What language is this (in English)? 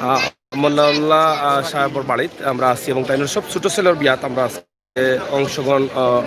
Sylheti